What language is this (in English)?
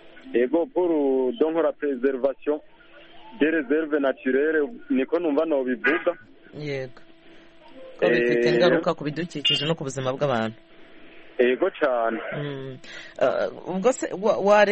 Kinyarwanda